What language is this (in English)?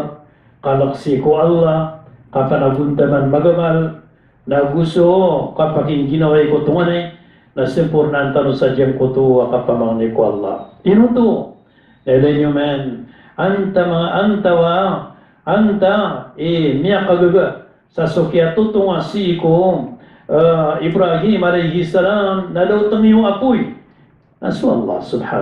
Maranao